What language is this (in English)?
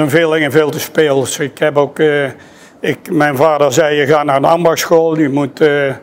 Dutch